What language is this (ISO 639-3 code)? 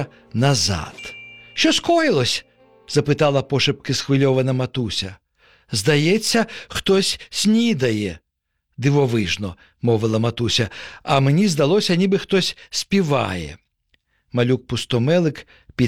ukr